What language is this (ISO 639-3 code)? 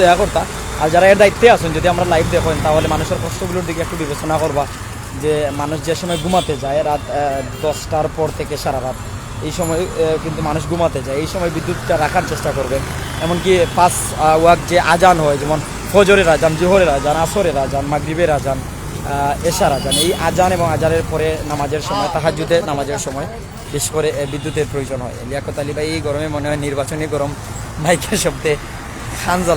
syl